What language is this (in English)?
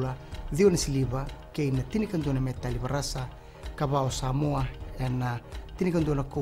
Fijian